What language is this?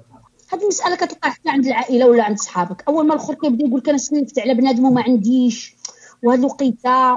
Moroccan Arabic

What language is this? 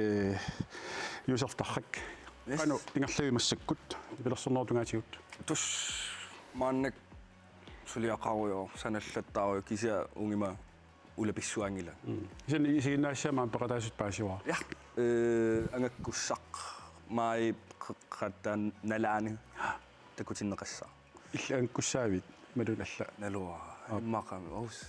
Kalaallisut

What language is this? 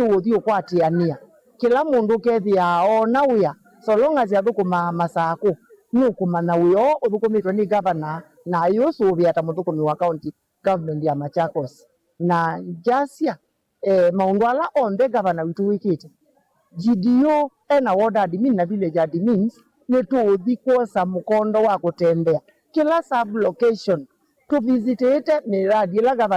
Kamba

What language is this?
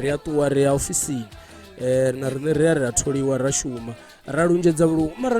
Venda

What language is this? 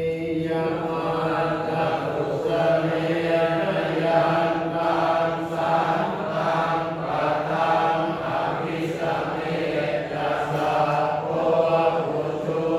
Pali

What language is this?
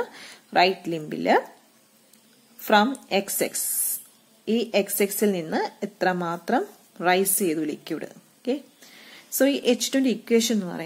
Malayalam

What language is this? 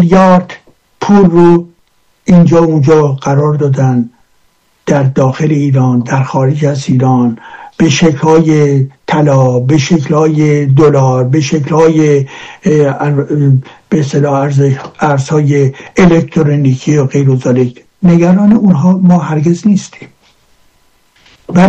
Persian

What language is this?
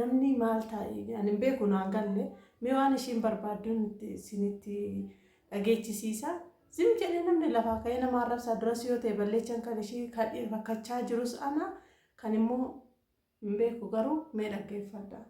Oromo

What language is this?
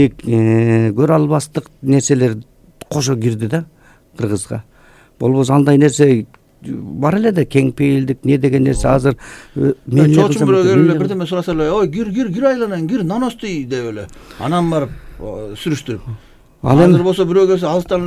Kyrgyz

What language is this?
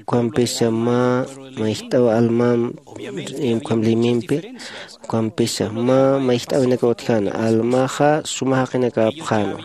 Aymara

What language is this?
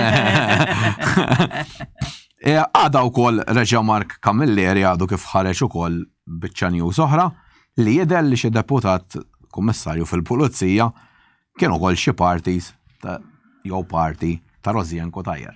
Maltese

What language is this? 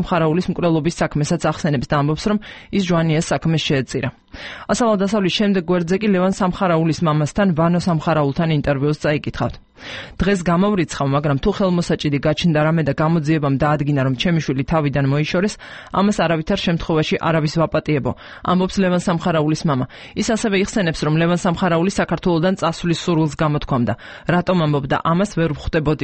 Georgian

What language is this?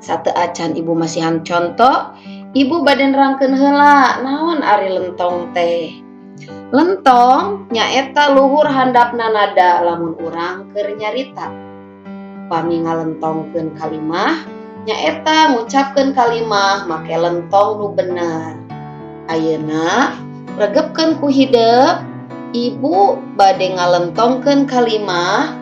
Sundanese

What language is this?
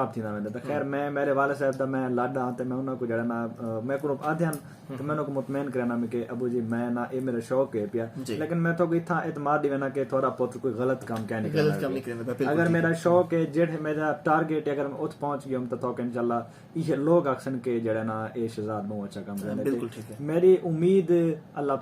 Saraiki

